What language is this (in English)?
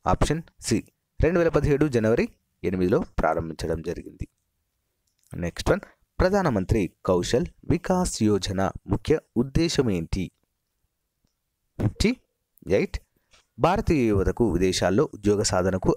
Telugu